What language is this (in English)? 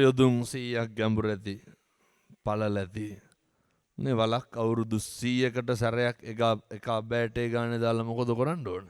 Sinhala